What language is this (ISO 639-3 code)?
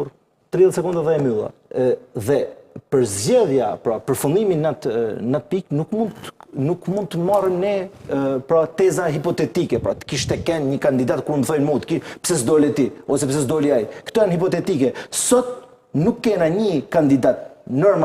sqi